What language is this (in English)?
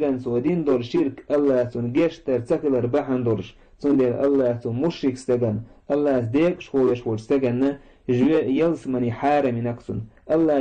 Chechen